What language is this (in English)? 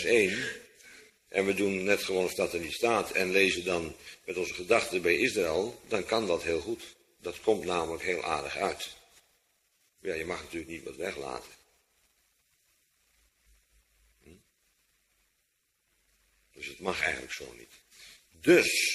Dutch